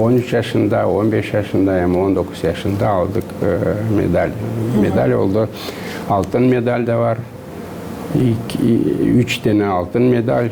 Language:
Gagauz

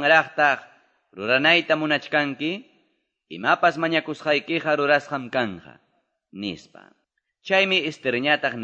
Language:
Quechua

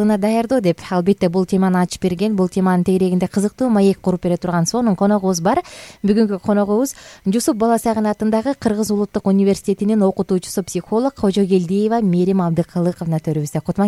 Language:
Kyrgyz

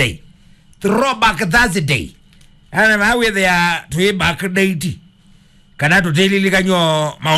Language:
Kamba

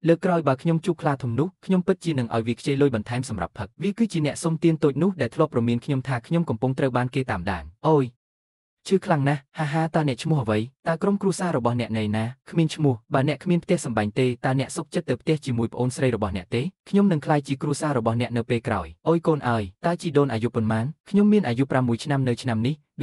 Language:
Khmer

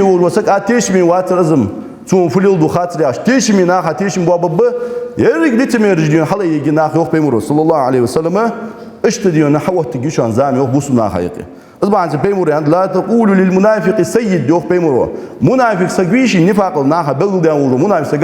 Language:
Ingush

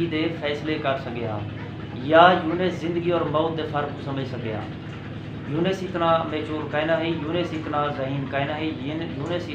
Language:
Saraiki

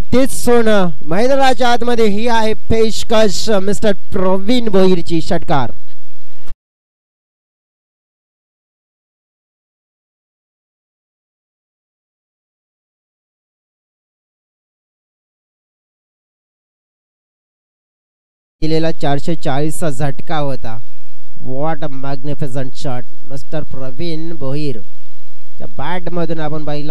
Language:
Marathi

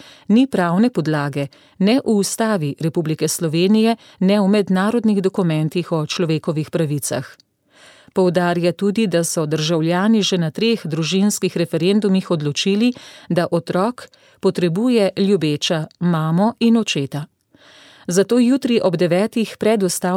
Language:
Slovenian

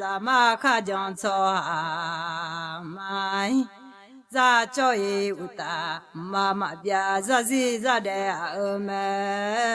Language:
Akha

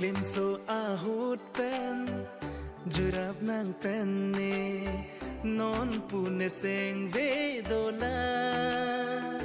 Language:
Karbi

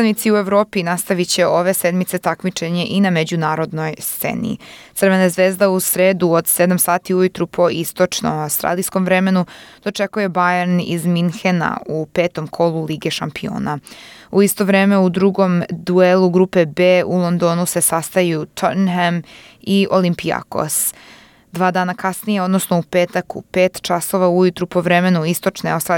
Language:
Serbian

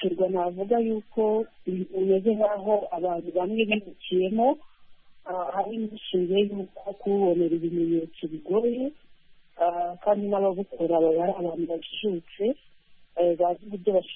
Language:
Kinyarwanda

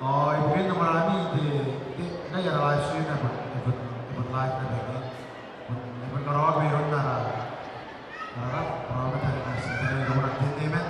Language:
Gilbertese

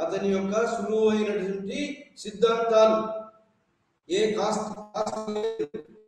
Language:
Telugu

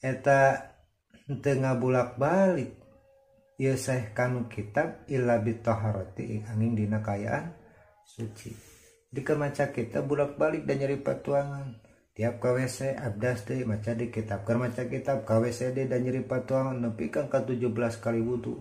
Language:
Sundanese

